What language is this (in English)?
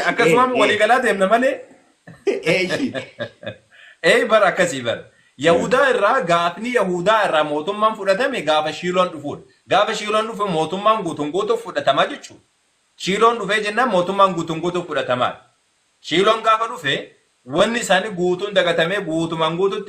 Oromo